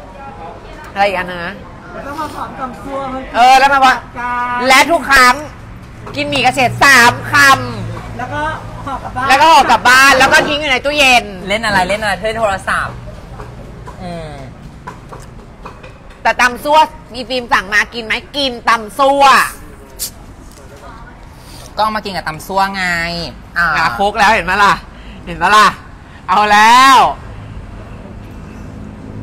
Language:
Thai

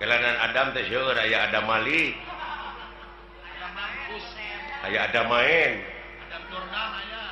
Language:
Sundanese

